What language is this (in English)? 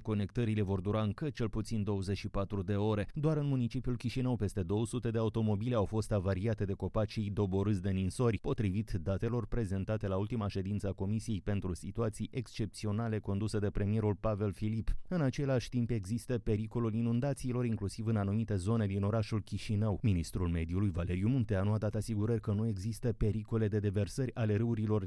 Romanian